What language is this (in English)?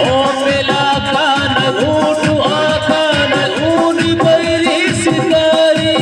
Santali